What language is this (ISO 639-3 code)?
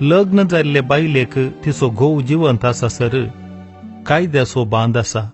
kok